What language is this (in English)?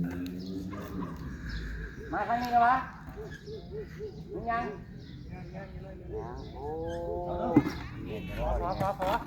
Lao